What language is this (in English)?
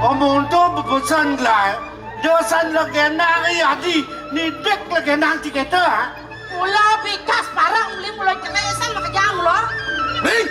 Balinese